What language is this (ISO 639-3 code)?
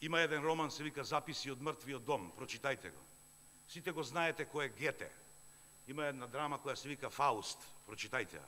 mkd